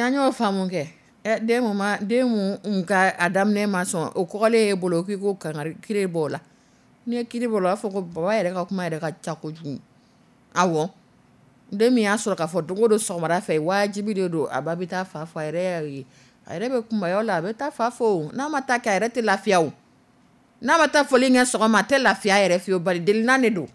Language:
Dyula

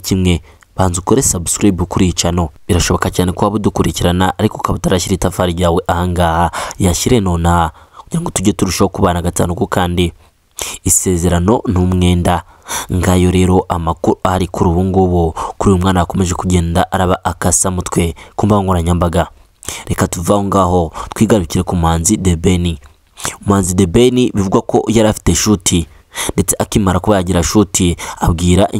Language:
Kinyarwanda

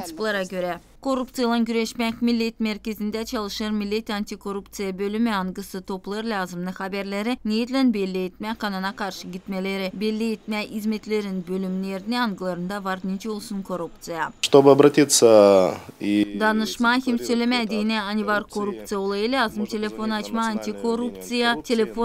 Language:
Gagauz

